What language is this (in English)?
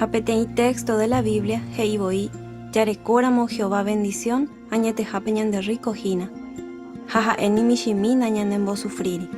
Guarani